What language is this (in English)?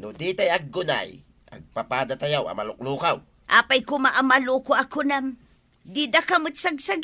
Iloko